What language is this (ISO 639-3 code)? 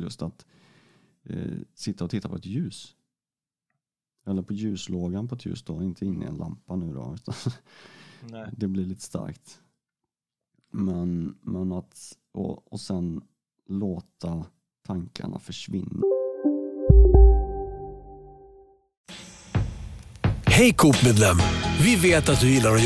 swe